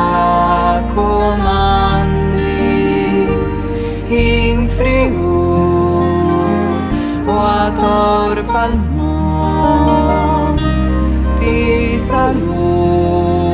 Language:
Friulian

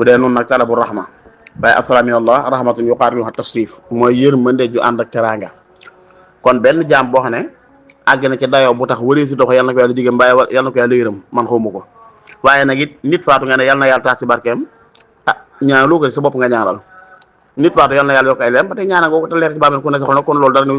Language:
Wolof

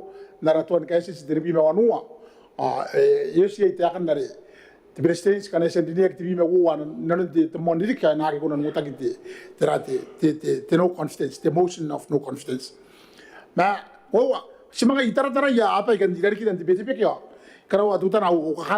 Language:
Gilbertese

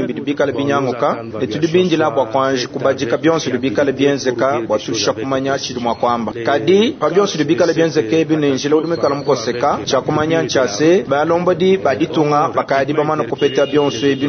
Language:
Luba-Lulua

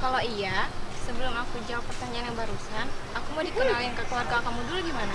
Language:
Betawi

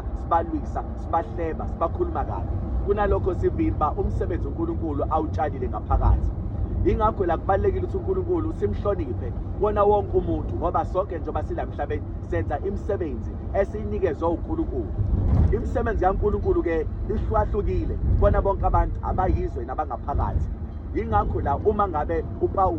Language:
Zulu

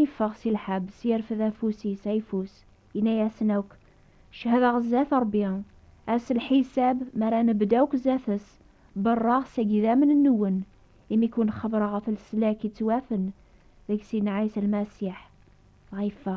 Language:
Kabyle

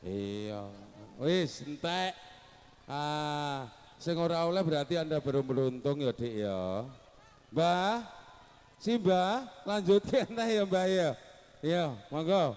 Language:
Javanese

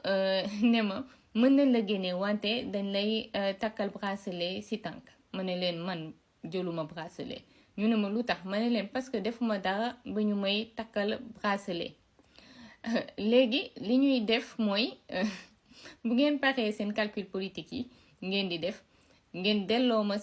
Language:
Wolof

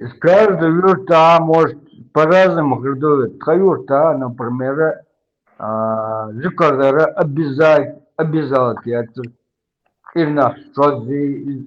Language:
Chechen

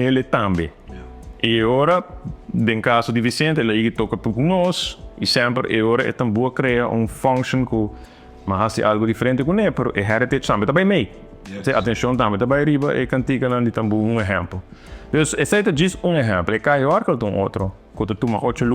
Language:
Papiamento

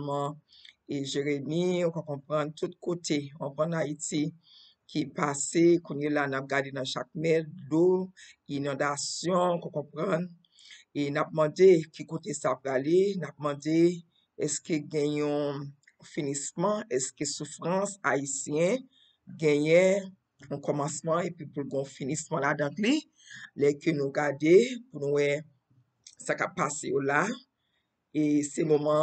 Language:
Haitian Creole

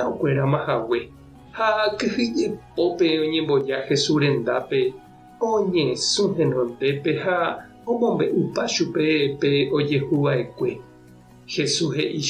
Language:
Guarani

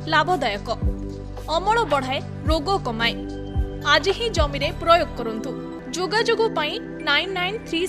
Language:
Odia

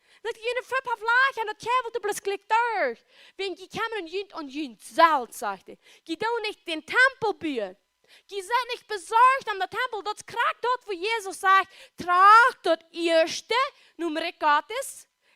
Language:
Plautdietsch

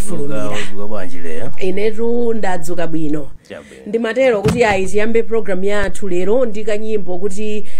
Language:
Nyanja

